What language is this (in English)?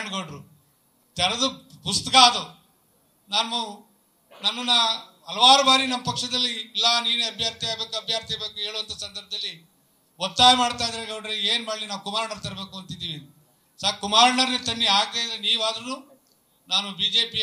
Kannada